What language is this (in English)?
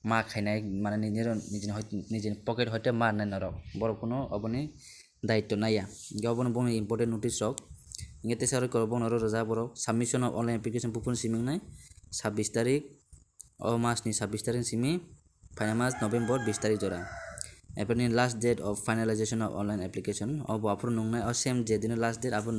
Kok Borok